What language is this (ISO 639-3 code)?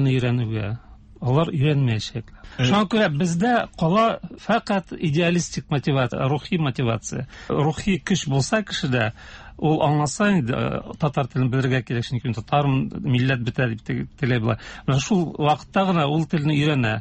tat